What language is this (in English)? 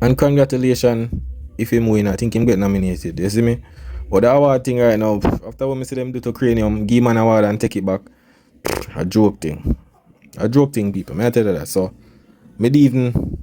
Jamaican Creole English